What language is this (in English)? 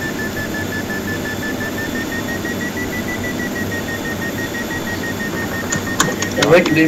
Danish